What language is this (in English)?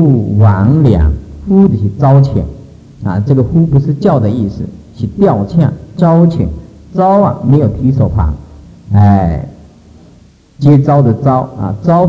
Chinese